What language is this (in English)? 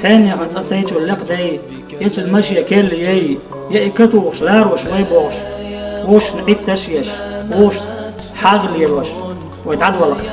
Chechen